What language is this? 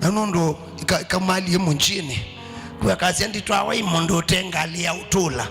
Kamba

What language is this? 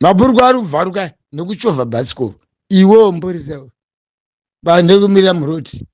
Shona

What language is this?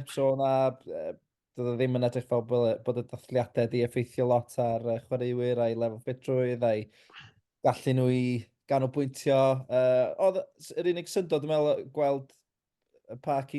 Welsh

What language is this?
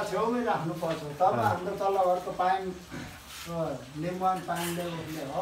Nepali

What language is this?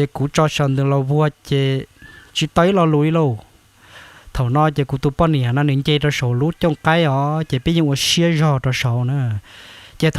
Hmong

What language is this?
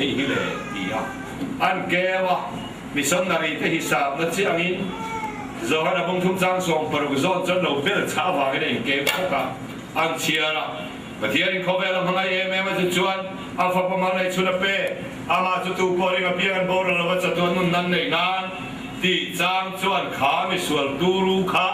Mizo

